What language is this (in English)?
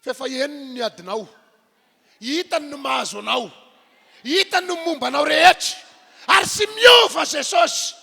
Malagasy